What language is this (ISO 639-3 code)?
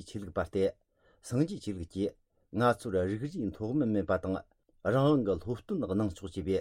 bod